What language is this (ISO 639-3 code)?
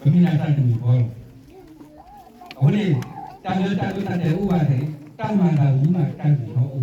ksw